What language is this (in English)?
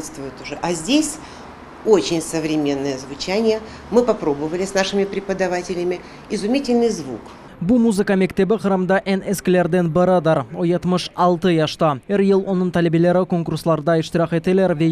Crimean Tatar